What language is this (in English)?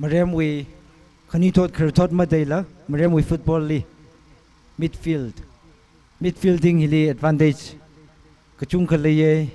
Tangkhul Naga (India)